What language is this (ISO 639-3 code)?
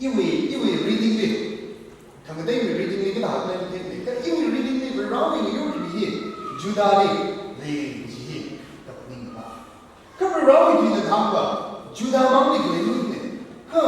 nmf